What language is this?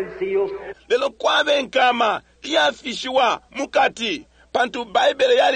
Bemba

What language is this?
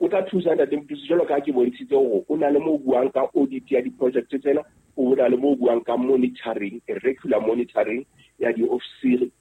Southern Sotho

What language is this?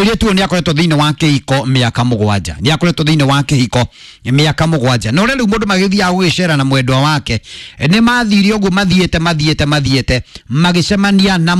Kikuyu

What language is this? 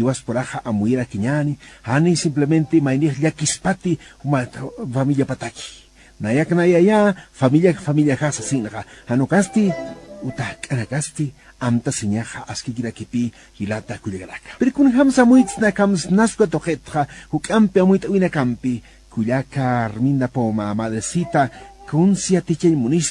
Aymara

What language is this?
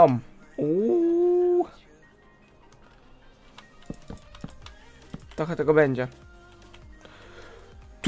Polish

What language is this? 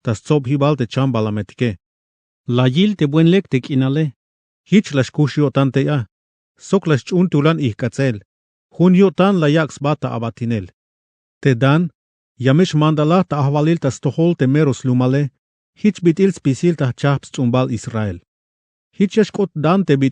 Tzeltal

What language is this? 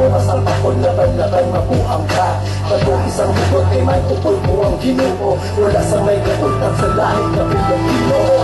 Hiligaynon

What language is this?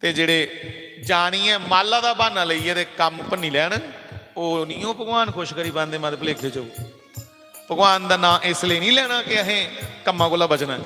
Dogri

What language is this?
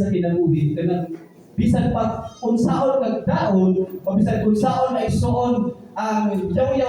Cebuano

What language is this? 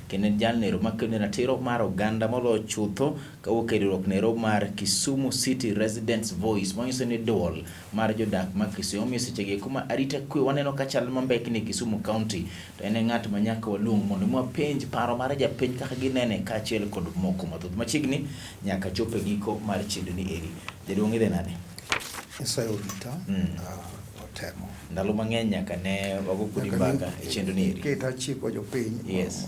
Luo (Kenya and Tanzania)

